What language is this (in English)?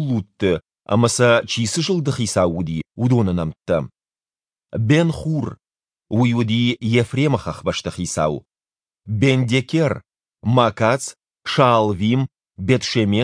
Ossetic